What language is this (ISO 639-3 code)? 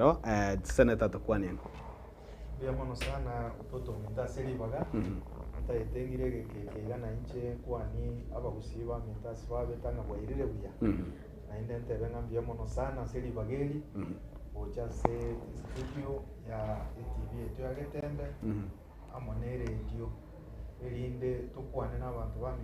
guz